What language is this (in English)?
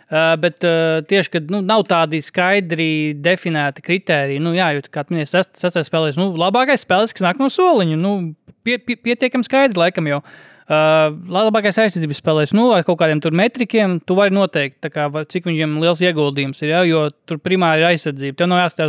Latvian